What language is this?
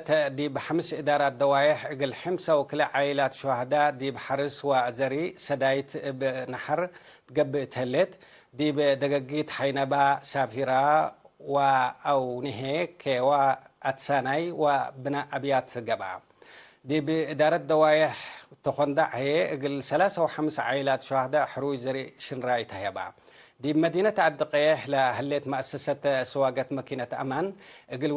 Tigre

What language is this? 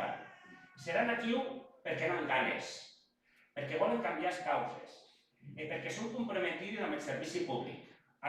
Occitan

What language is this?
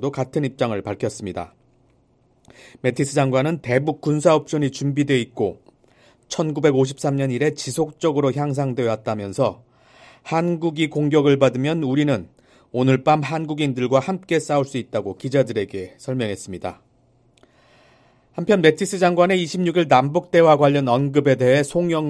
Korean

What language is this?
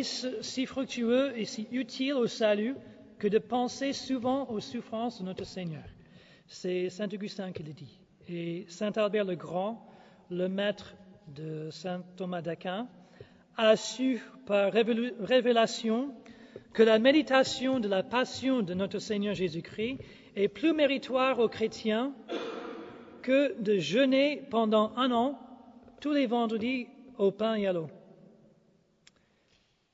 French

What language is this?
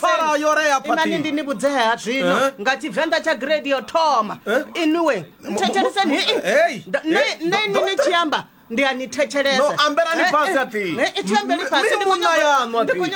Venda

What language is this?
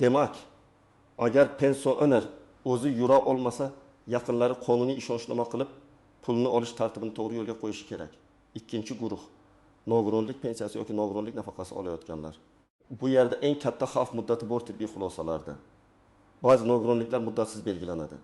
Uzbek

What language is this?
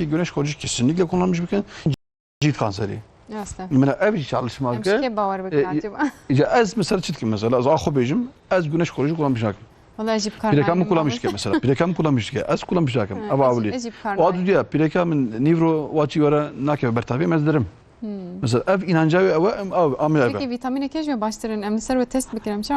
Kurdish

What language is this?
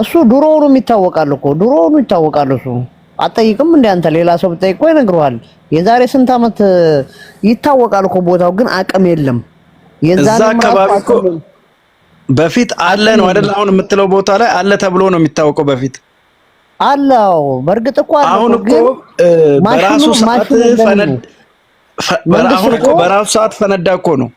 Amharic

